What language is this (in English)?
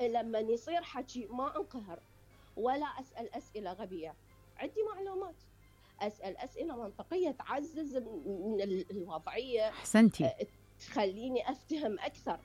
Mesopotamian Arabic